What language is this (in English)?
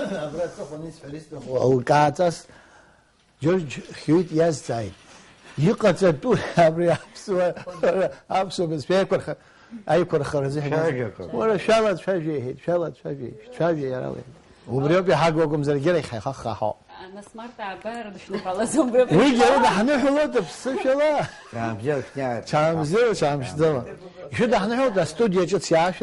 Abkhazian